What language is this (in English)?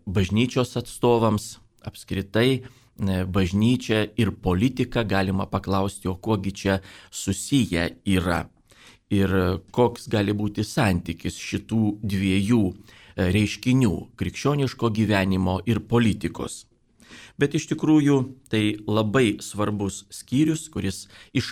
Lithuanian